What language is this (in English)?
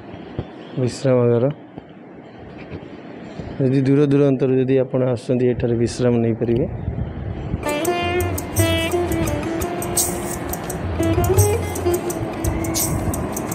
Odia